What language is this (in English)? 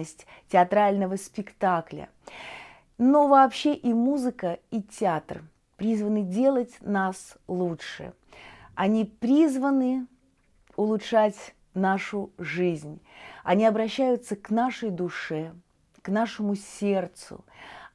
Russian